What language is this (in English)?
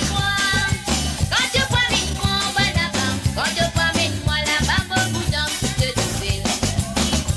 Morisyen